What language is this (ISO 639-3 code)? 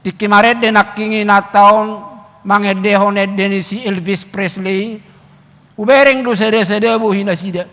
bbc